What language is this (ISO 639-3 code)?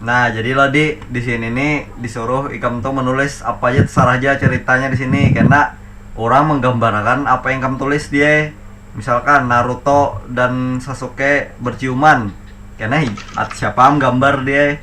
bjn